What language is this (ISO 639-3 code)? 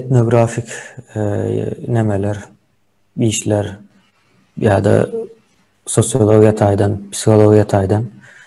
tuk